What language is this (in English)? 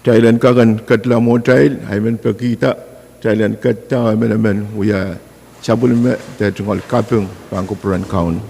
Pohnpeian